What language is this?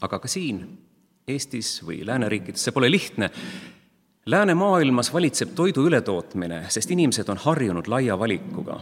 Estonian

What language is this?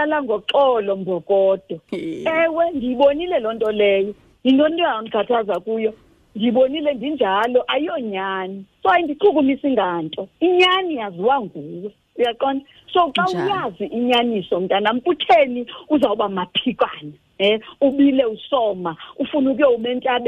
Xhosa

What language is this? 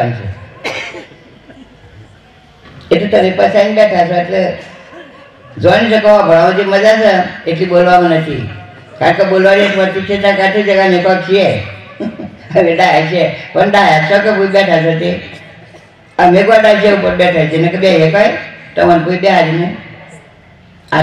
Gujarati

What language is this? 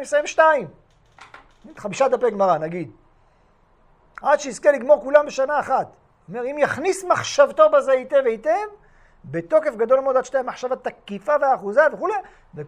Hebrew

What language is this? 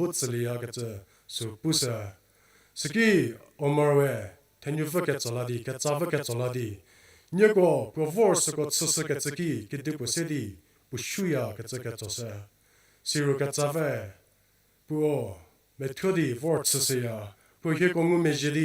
Angami Naga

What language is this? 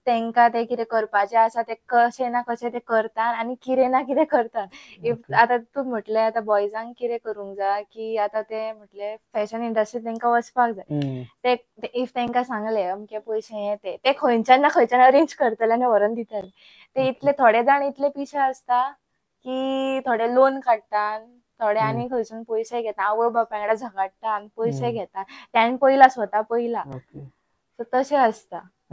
Konkani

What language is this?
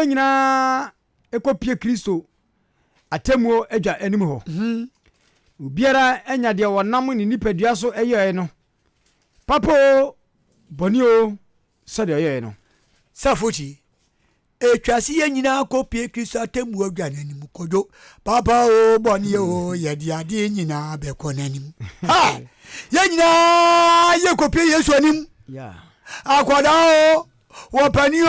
Akan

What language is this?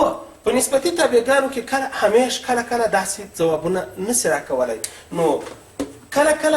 Pashto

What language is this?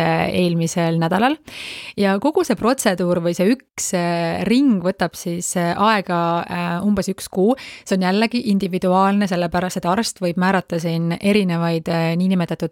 Estonian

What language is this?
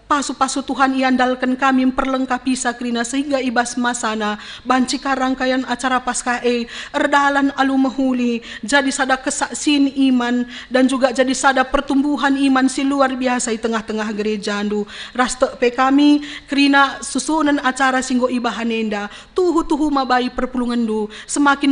Batak Karo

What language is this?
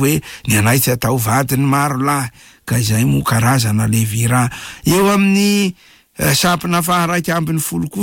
Malagasy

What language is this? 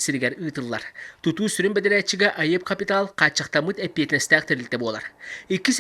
Yakut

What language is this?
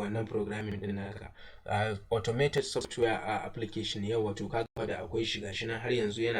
Hausa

